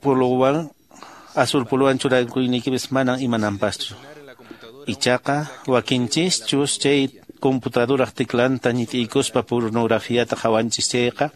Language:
Quechua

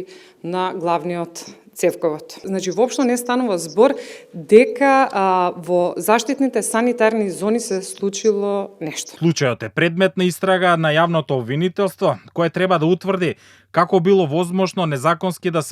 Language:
Macedonian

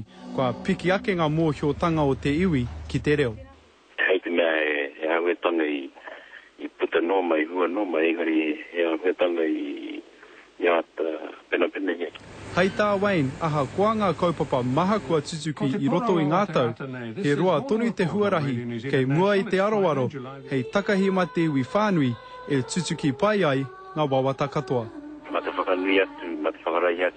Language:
Māori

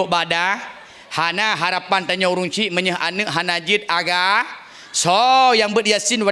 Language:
Achinese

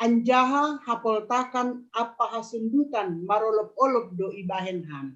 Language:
Batak Simalungun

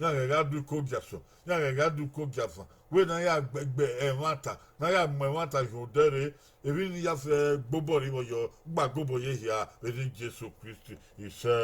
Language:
Bini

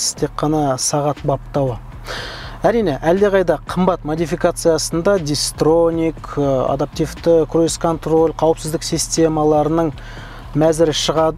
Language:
Kazakh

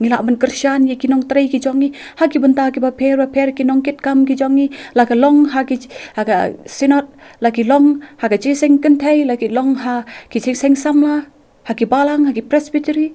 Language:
Khasi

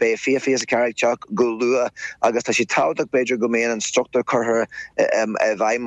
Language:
Irish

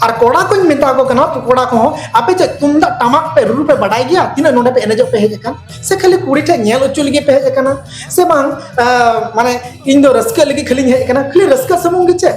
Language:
Santali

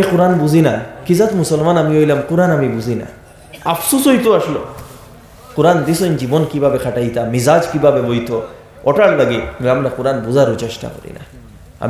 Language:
Sylheti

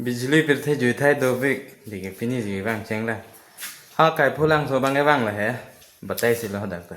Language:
Karbi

